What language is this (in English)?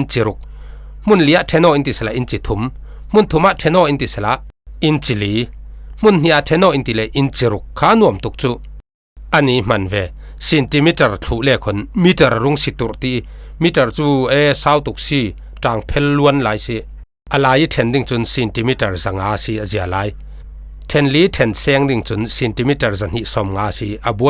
Falam Chin